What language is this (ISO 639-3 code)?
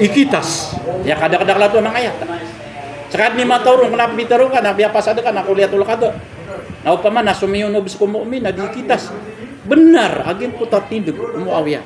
mrw